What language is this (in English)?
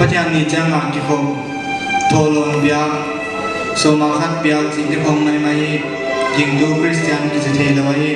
Paite Chin